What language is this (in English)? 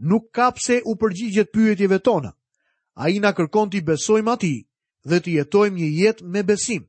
Albanian